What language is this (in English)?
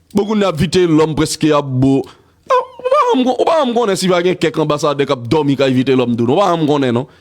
Haitian Creole